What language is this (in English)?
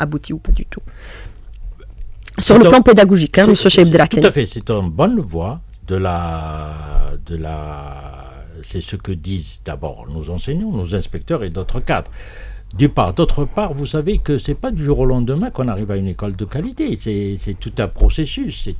French